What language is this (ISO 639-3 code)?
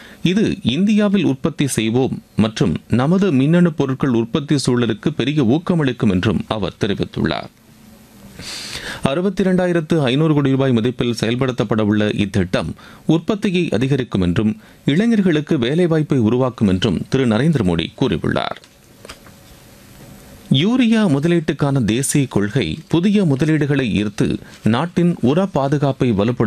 tam